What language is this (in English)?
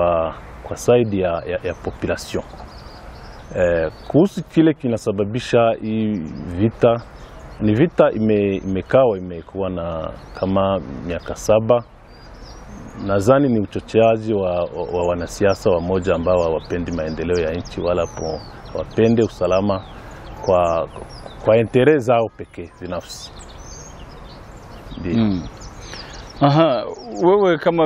Swahili